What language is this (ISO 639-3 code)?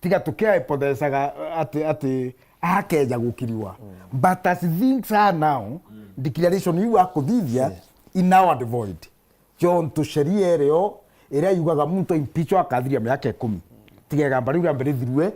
mer